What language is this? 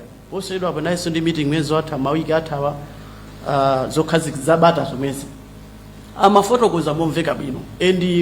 Nyanja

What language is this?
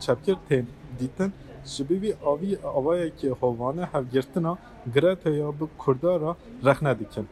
Kurdish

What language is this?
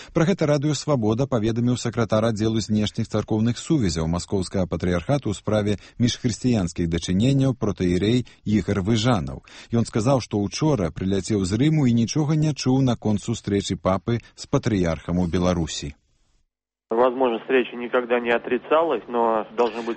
Belarusian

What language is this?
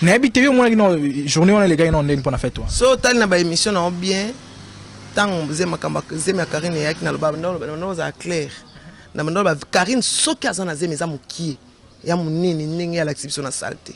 Lingala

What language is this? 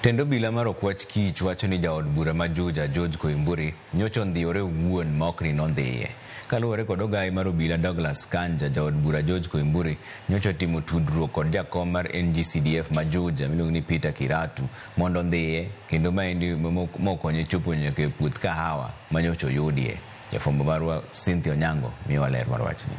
Luo (Kenya and Tanzania)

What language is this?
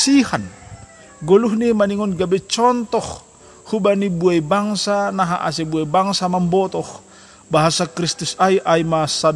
Batak Simalungun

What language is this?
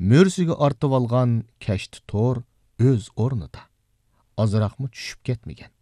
Uyghur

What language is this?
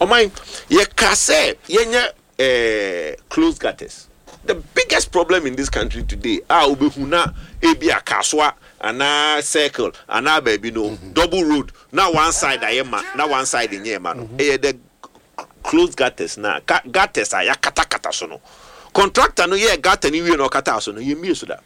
Akan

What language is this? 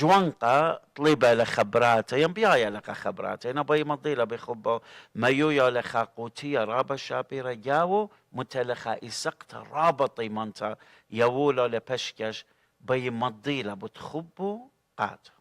Assyrian Neo-Aramaic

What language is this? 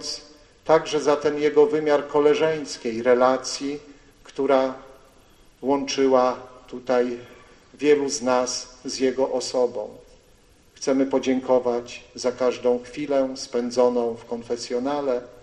Polish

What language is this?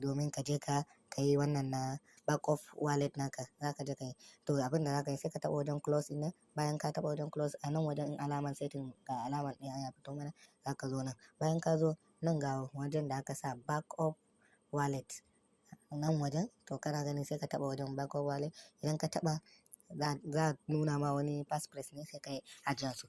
Hausa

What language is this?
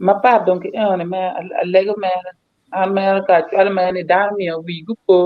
Acoli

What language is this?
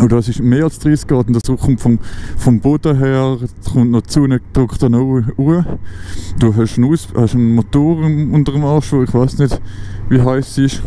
Swiss German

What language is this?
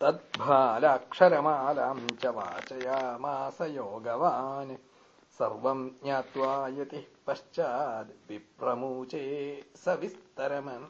Sanskrit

